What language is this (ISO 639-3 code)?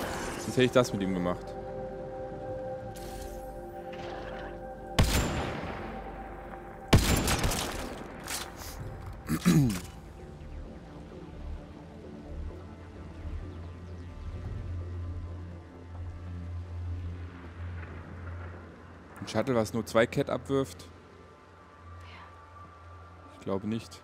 deu